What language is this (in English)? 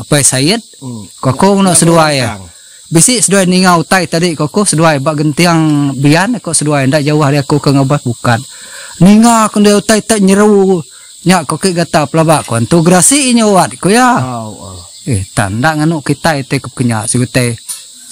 Iban